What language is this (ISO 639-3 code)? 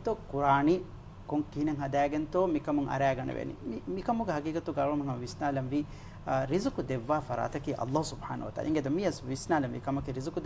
div